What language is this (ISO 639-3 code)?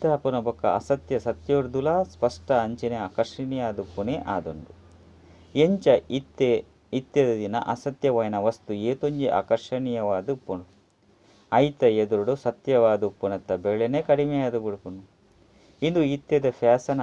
tcy